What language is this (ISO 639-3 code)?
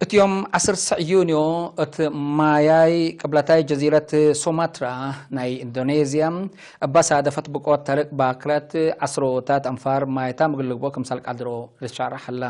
tig